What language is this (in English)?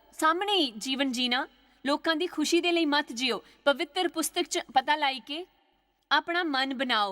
Dogri